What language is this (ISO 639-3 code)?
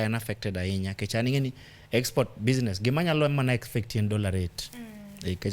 luo